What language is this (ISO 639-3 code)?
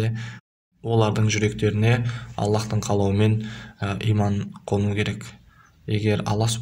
kaz